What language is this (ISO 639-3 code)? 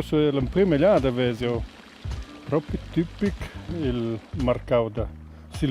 roh